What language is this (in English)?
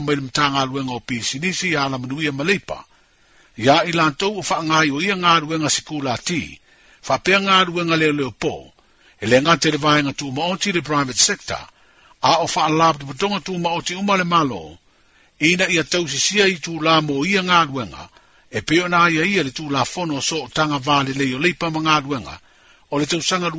Samoan